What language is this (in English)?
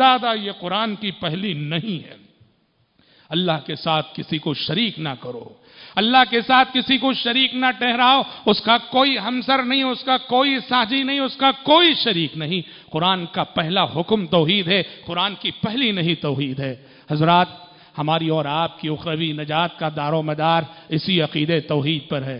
Urdu